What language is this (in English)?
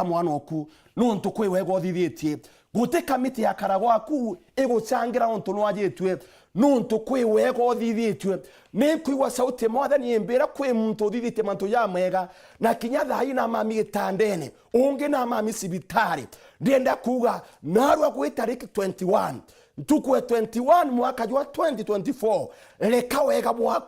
Meru